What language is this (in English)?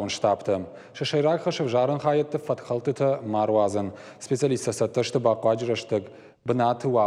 Ossetic